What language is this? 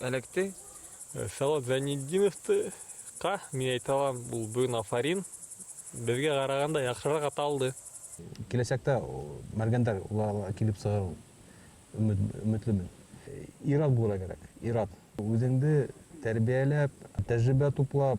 Bashkir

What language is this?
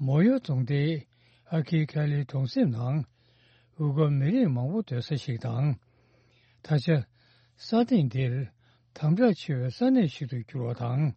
Tibetan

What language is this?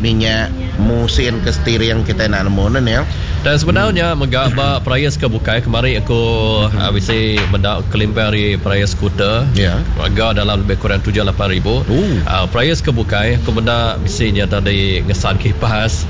Iban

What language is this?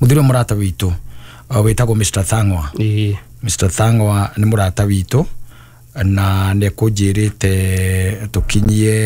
Kikuyu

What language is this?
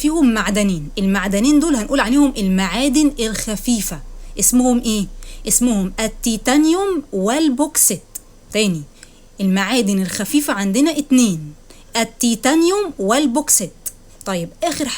Egyptian Arabic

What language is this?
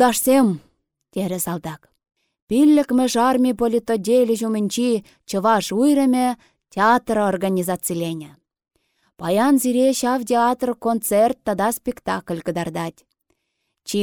Chuvash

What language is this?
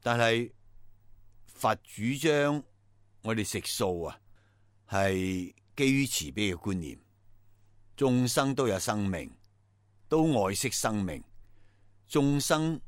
Cantonese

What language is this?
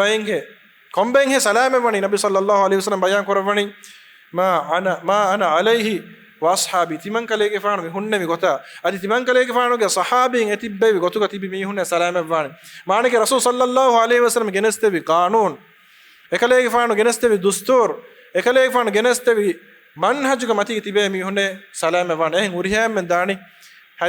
Divehi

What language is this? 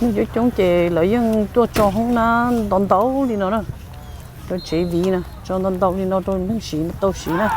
Hmong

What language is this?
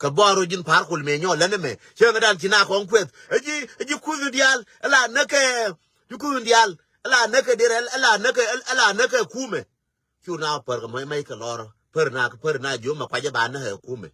Nuer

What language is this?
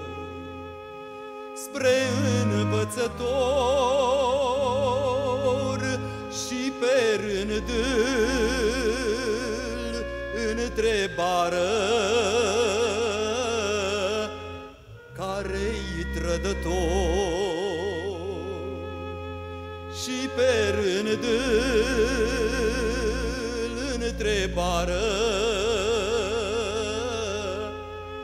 Romanian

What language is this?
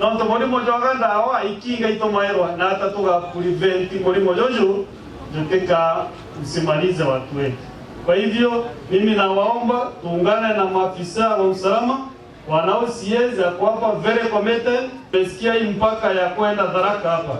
Meru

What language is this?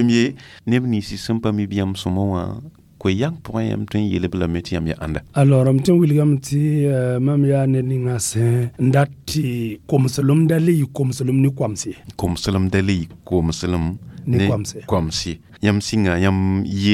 Mossi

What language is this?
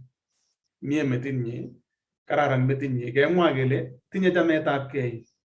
Kalenjin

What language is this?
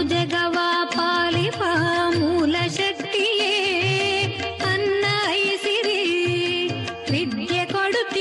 Kannada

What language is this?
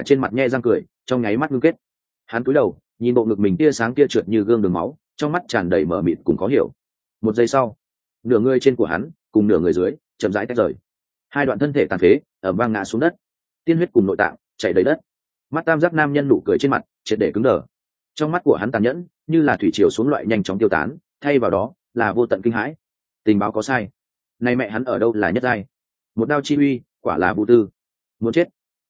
Vietnamese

